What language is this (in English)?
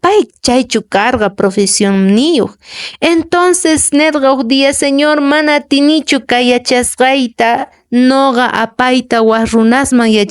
Quechua